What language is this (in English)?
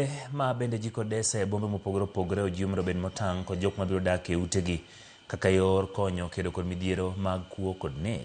Luo (Kenya and Tanzania)